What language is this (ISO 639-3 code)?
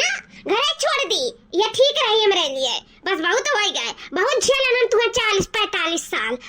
awa